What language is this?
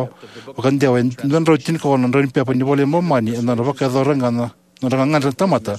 Fijian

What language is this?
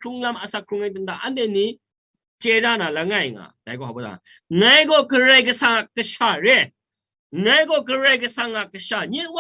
Kachin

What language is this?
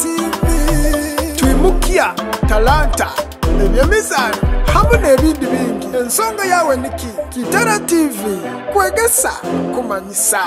Nyoro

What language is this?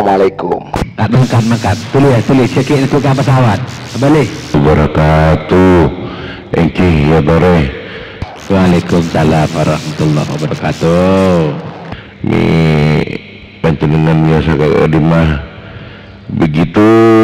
Madurese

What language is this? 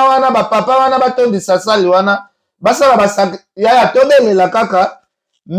Lingala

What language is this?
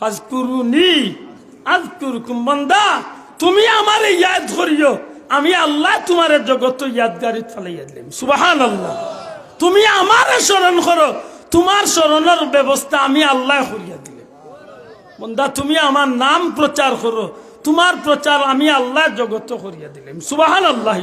Sylheti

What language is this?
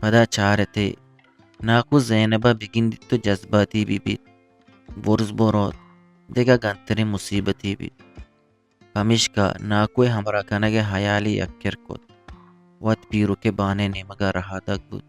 Eastern Balochi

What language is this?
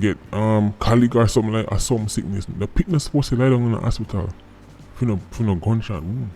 Jamaican Creole English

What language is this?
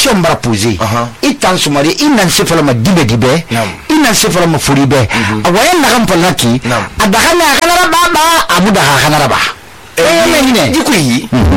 Susu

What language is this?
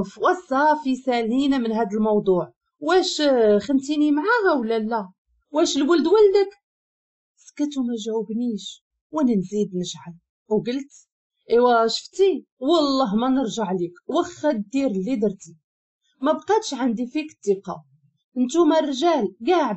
Moroccan Arabic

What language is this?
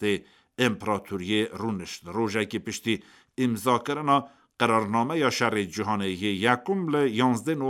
Kurdish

